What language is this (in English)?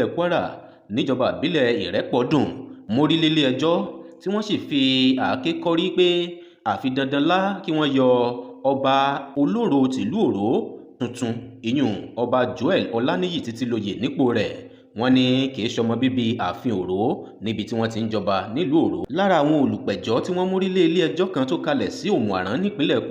Yoruba